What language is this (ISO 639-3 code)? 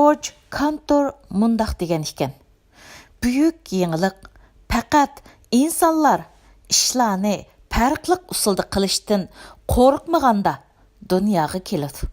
uig